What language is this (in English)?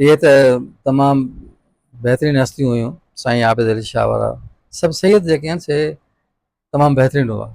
Sindhi